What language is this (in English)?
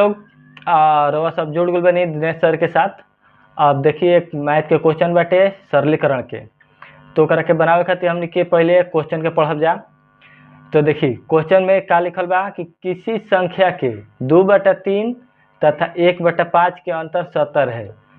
Bhojpuri